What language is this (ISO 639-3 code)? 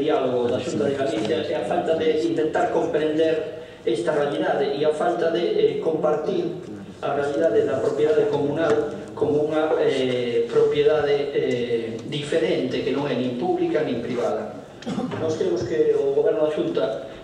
glg